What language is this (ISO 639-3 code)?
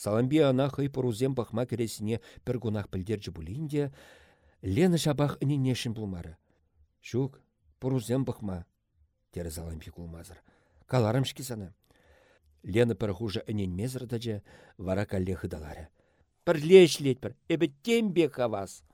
chv